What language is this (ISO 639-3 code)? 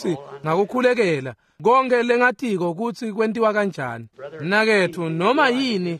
ssw